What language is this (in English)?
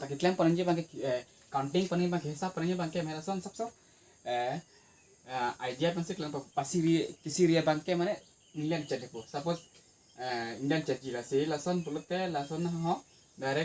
Karbi